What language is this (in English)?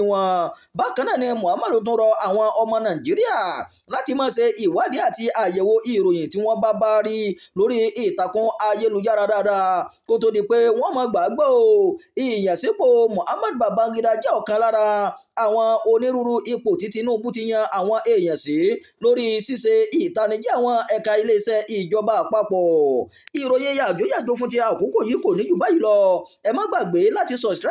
Yoruba